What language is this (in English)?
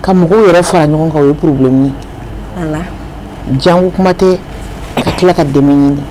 Bambara